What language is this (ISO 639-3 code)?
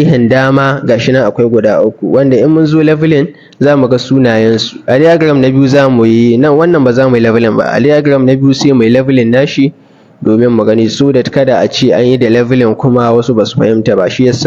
hau